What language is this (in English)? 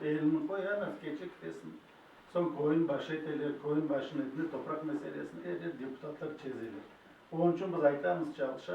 Crimean Tatar